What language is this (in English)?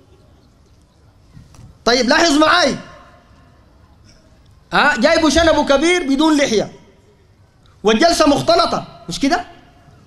Sudanese Arabic